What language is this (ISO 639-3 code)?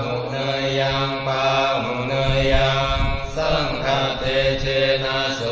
pli